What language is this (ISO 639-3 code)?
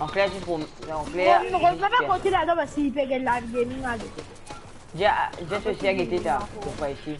mfe